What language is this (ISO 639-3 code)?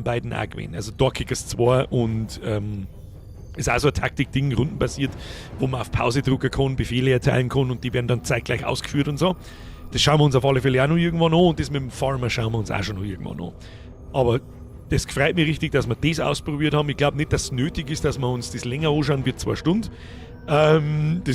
bar